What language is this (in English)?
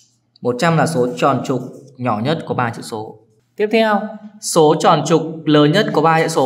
Vietnamese